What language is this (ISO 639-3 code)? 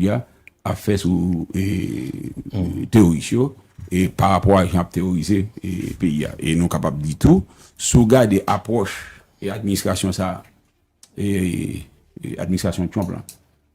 hat